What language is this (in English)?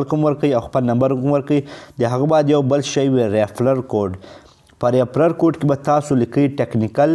Pashto